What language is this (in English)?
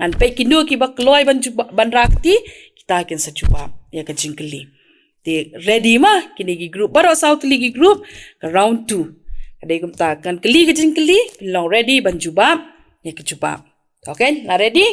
Khasi